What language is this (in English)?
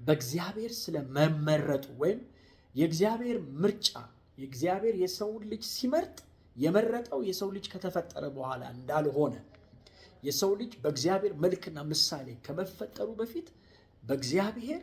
Amharic